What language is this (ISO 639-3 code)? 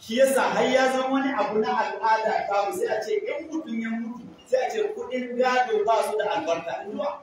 hau